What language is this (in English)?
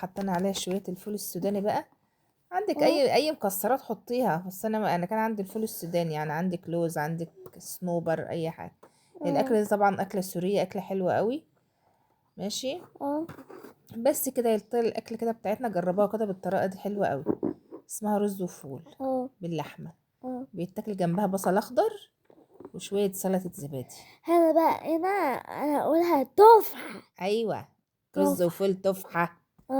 Egyptian Arabic